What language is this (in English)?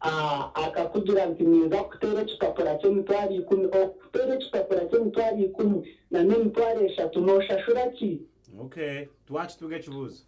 Nyankole